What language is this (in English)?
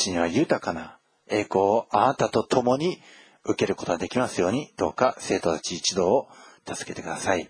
Japanese